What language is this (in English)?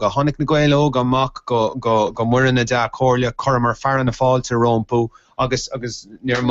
Irish